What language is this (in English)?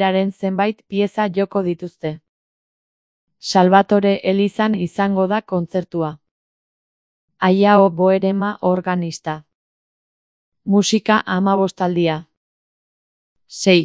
Basque